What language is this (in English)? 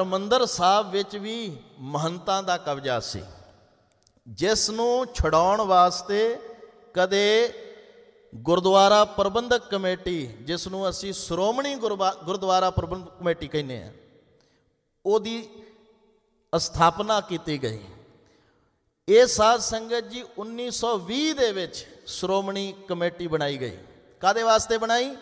Punjabi